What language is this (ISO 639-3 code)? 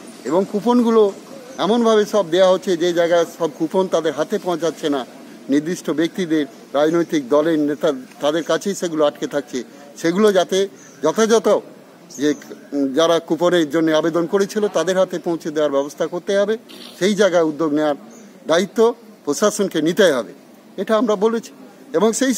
ben